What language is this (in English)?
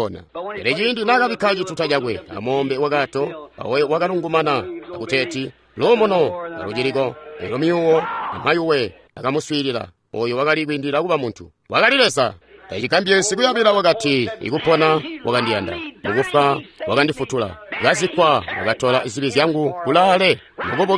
Tonga (Zambia)